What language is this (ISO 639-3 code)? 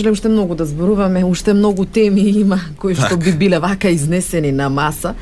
mkd